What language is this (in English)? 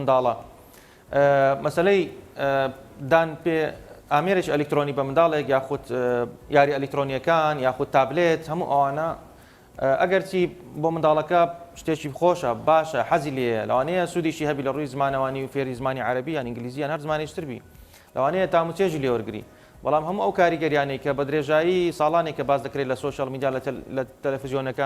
Central Kurdish